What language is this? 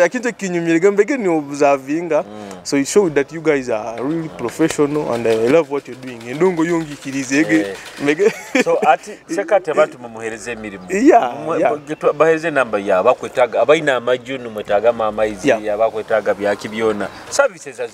Nyoro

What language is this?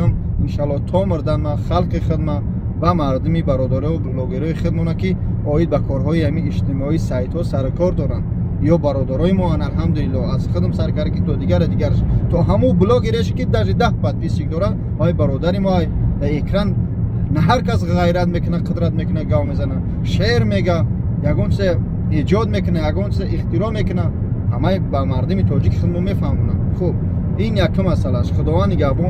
Tajik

